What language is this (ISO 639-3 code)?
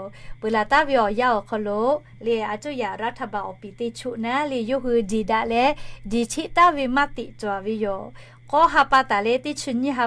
lhu